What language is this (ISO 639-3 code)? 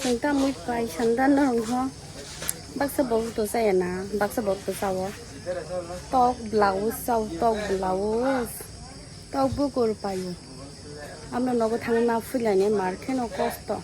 trp